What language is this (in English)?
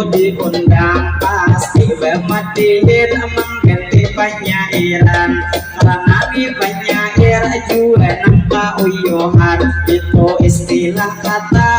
Banjar